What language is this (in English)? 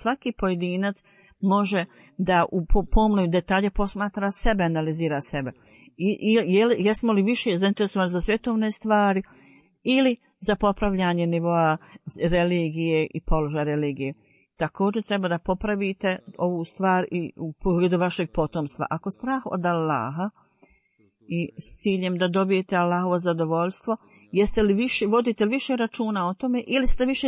Bosnian